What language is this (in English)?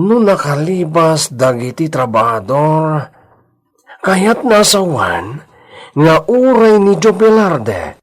Iloko